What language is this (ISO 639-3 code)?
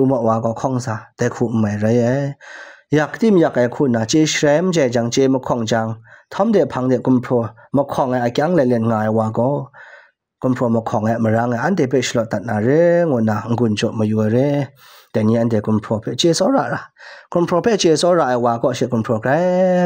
kac